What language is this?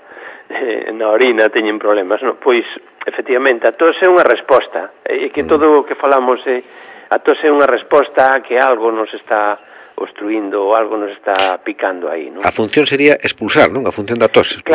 Galician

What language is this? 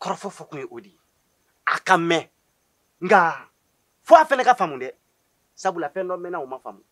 Bambara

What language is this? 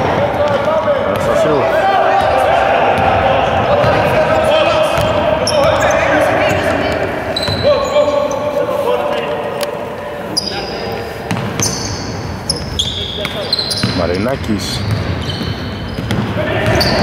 Greek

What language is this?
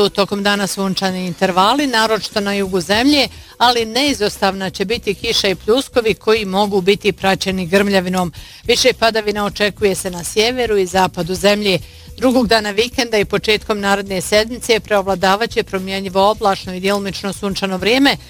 Bosnian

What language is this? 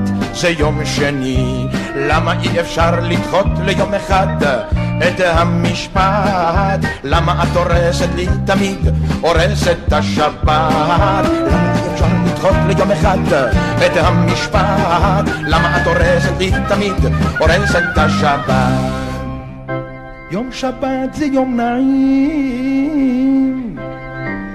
Hebrew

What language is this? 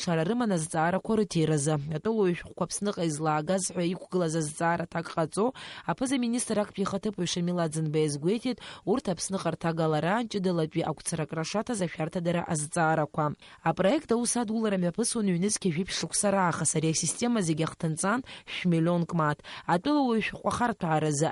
Abkhazian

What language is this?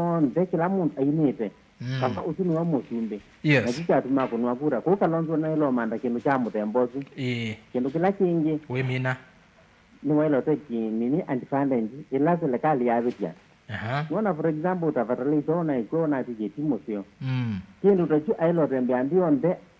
Kamba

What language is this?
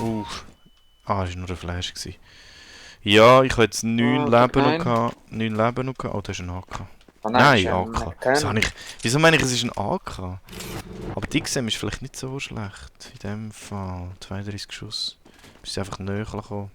Swiss German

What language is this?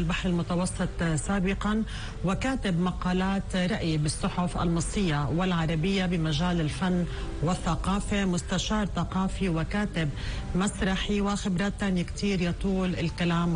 North Levantine Arabic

